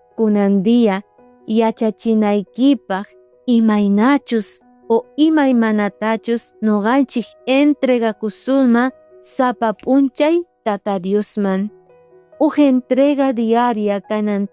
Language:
South Bolivian Quechua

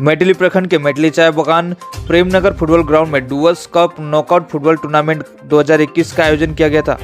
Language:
Sadri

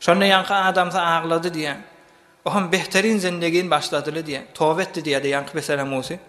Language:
Turkmen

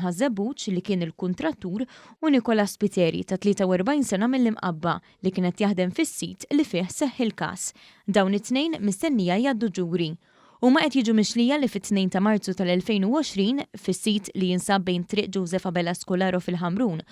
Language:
Maltese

